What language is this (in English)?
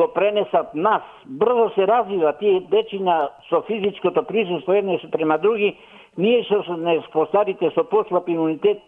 Macedonian